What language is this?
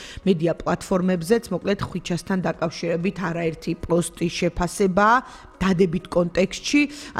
Georgian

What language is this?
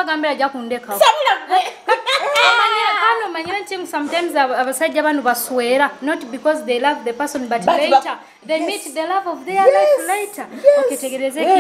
Nyoro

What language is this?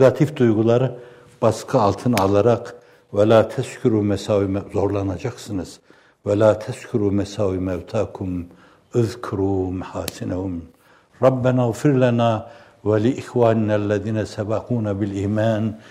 Turkish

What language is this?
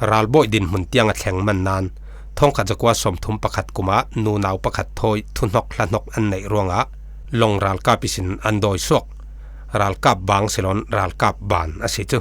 Falam Chin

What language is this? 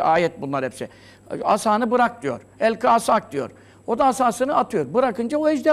Turkish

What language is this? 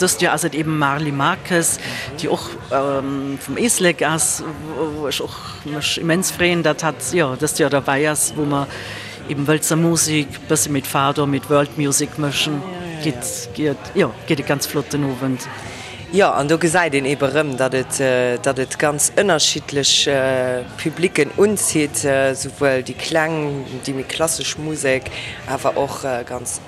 Luxembourgish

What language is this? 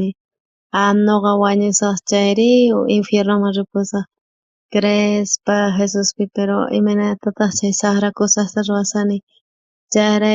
South Bolivian Quechua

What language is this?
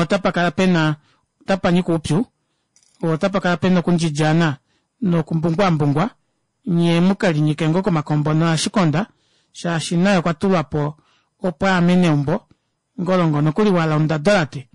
Kuanyama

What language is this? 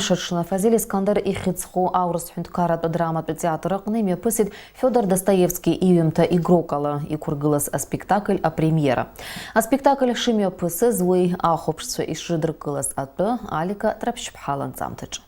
Abkhazian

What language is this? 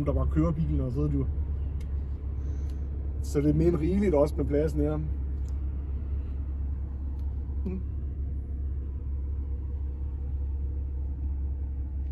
Danish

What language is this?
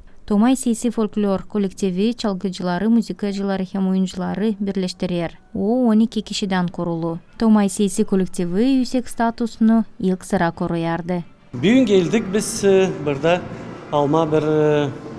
Gagauz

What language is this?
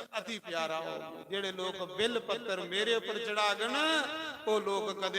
Dogri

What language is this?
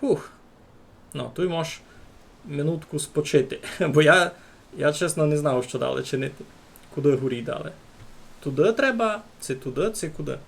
Rusyn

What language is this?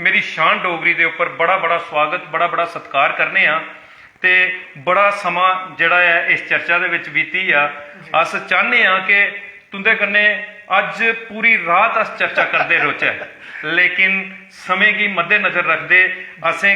Dogri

